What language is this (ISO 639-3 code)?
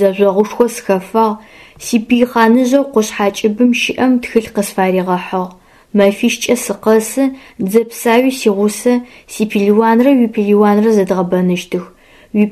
ady